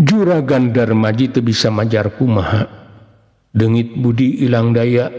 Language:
Sundanese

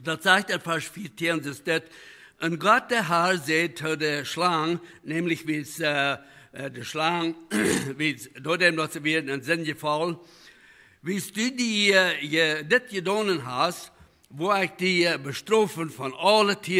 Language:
Plautdietsch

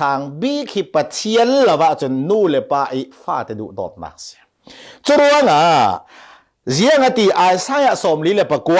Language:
Falam Chin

